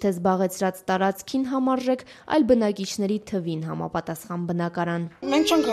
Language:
Armenian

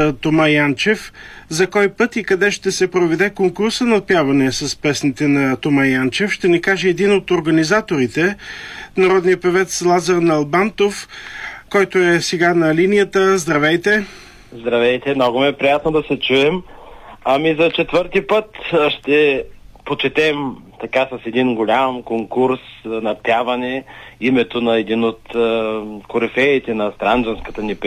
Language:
Bulgarian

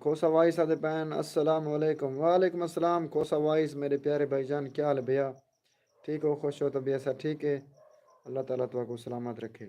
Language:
Saraiki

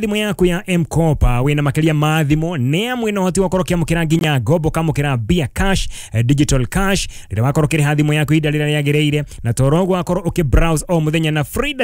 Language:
Kikuyu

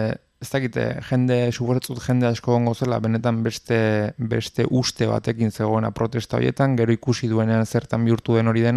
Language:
Basque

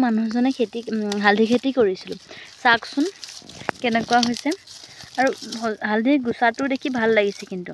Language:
Assamese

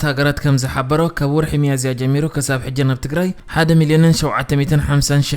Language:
Tigrinya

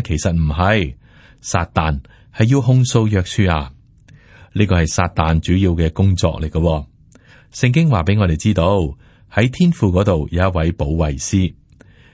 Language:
Cantonese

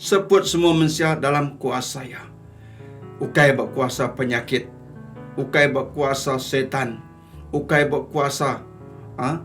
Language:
Iban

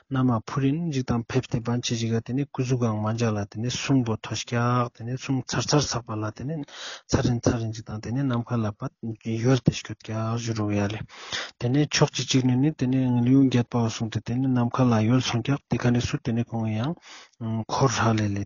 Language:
Ladakhi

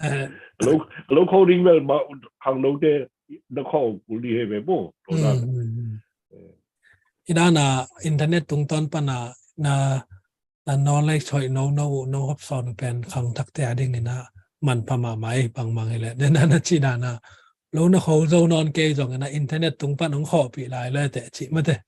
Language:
Tedim Chin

